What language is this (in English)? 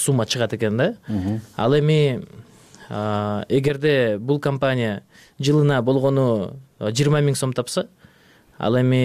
Kyrgyz